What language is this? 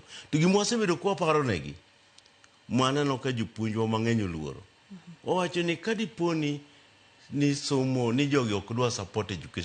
Luo (Kenya and Tanzania)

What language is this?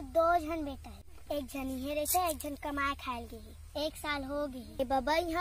Chhattisgarhi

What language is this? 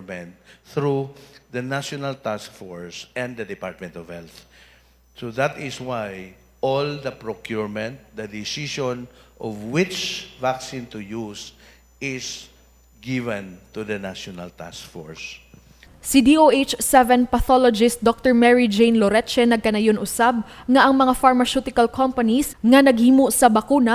Cebuano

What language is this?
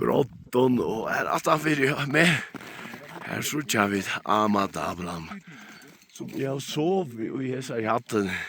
Faroese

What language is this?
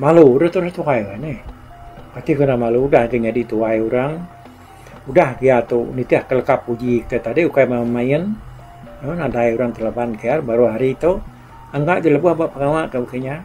Iban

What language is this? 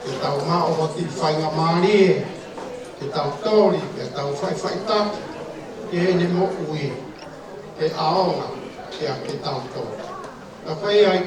Tongan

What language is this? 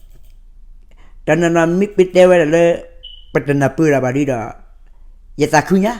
S'gaw Karen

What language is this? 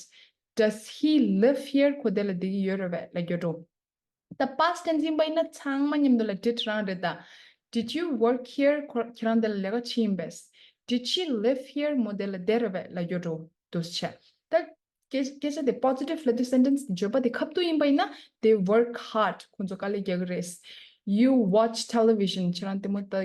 Tibetan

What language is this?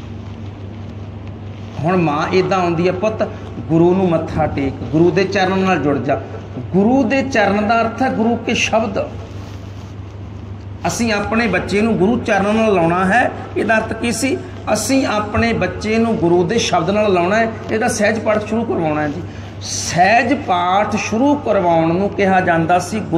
Punjabi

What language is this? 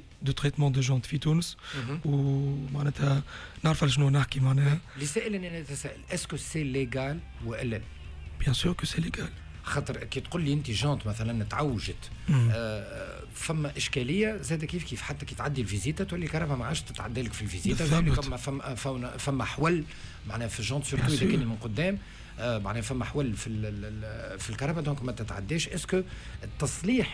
Tunisian Arabic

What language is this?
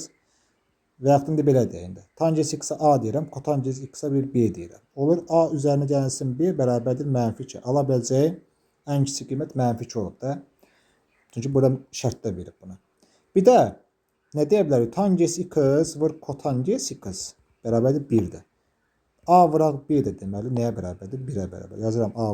Azerbaijani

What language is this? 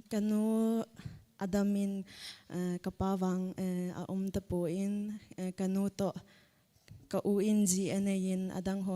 Thado Chin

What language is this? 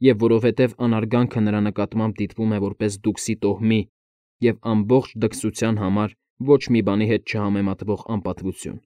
Armenian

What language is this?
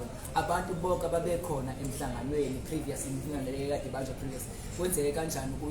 Zulu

